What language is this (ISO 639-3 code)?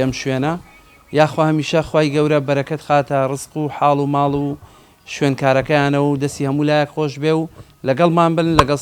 ckb